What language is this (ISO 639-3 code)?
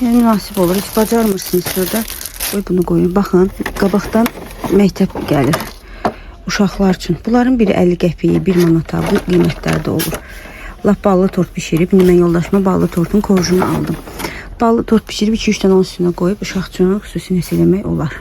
aze